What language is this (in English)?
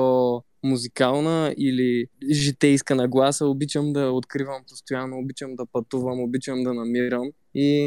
Bulgarian